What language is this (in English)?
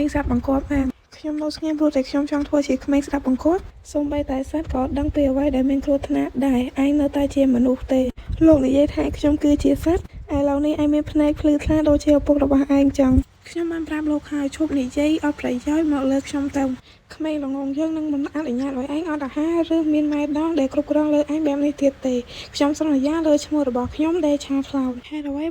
Khmer